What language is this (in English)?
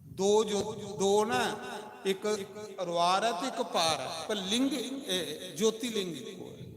Dogri